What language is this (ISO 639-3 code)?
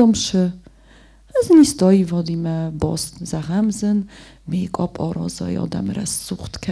oss